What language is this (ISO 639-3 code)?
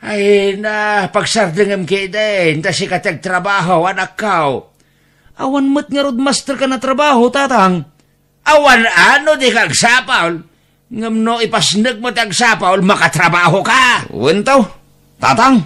ilo